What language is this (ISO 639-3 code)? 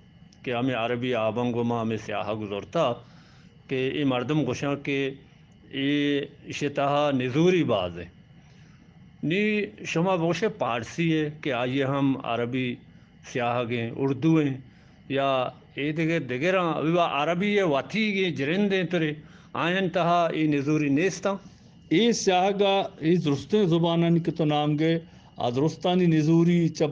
bgp